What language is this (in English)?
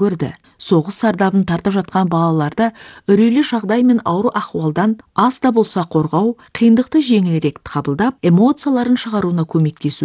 Kazakh